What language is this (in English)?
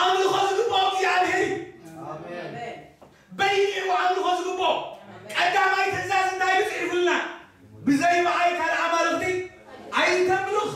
Tigrinya